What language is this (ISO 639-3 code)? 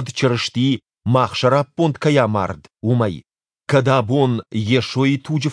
oss